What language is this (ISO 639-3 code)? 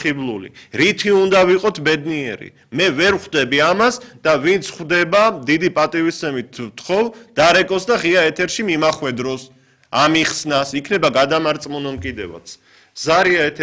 kat